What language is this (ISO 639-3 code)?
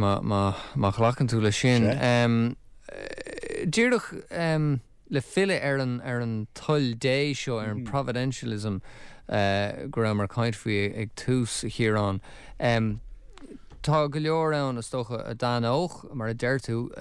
gle